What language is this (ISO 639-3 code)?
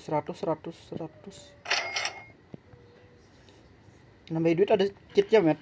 bjn